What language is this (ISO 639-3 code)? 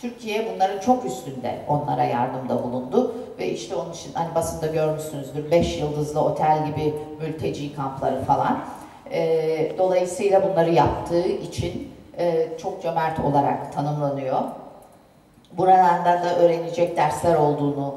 tur